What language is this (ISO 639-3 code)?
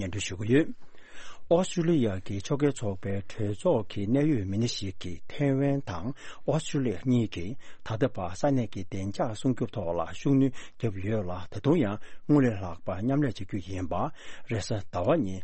bod